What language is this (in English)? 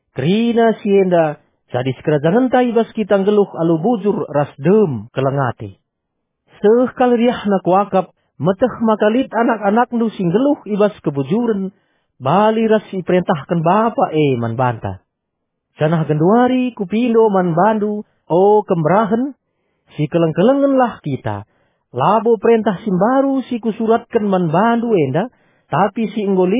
Batak Karo